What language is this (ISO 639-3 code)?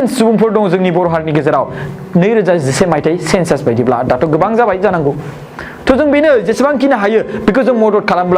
brx